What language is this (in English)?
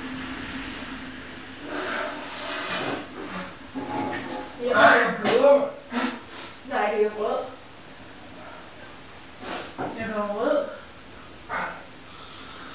Danish